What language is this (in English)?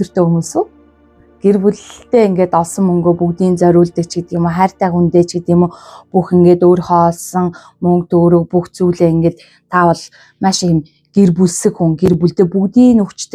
Mongolian